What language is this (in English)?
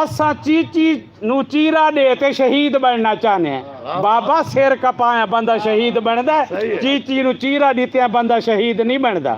Saraiki